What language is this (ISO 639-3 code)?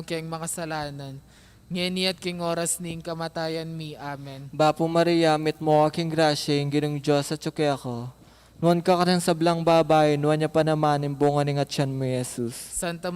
pam